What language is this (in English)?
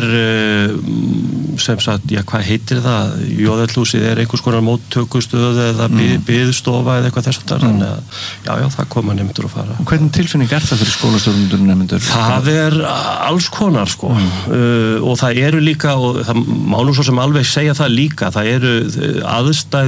Icelandic